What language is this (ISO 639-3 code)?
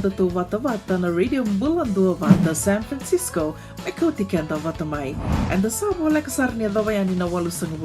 fij